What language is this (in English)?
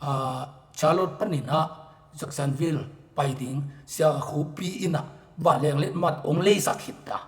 Tedim Chin